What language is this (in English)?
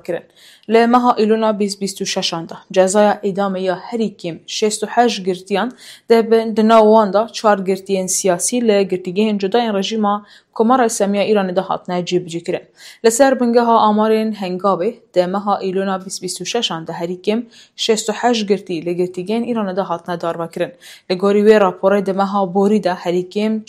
Kurdish